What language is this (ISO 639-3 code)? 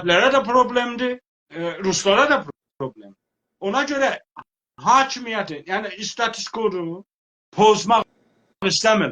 azb